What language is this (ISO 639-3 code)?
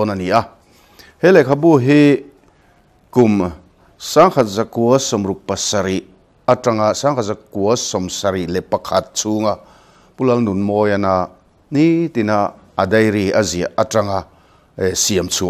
lus